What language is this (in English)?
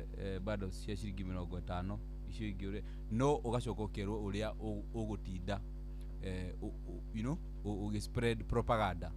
Kikuyu